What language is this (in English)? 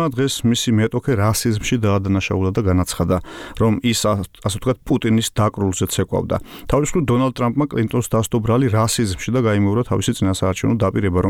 Georgian